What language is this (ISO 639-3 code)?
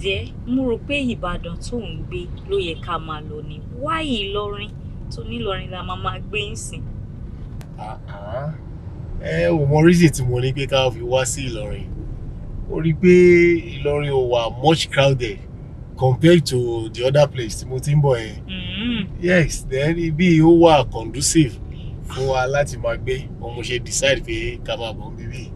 yor